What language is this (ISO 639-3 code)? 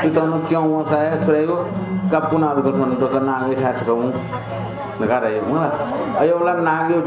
new